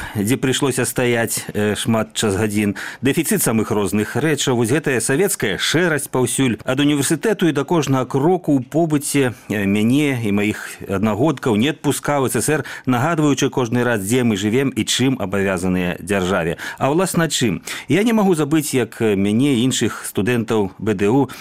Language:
Belarusian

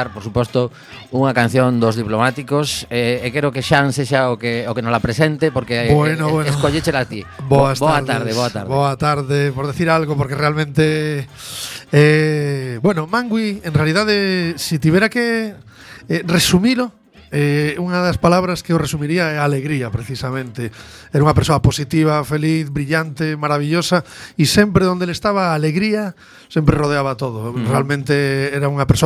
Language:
Galician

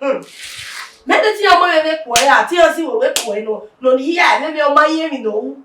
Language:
Bini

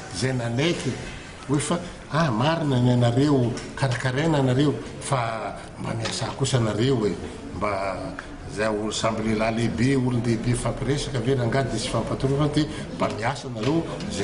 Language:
Malagasy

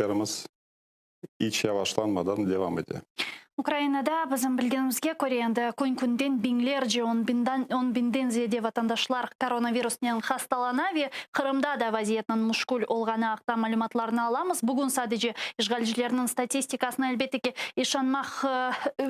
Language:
Crimean Tatar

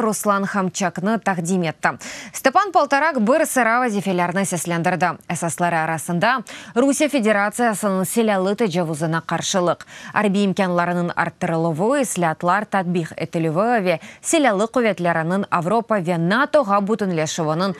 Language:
Crimean Tatar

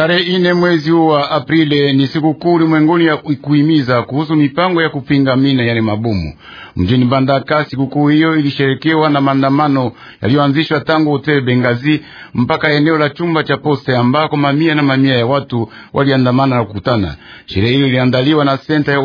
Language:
Swahili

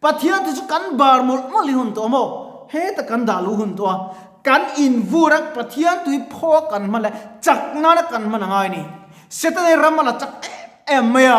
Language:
Mizo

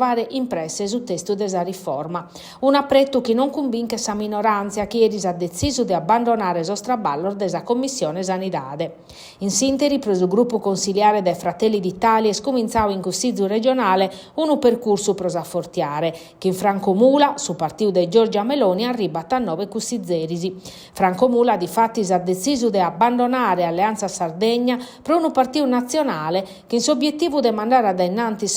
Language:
Sardinian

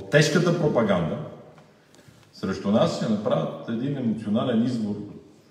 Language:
Bulgarian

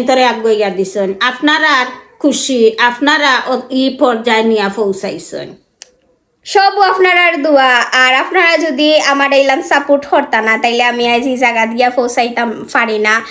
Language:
Sylheti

